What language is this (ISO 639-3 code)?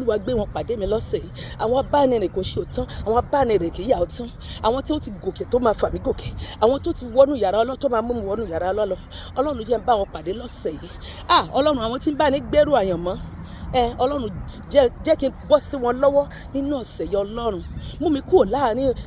yor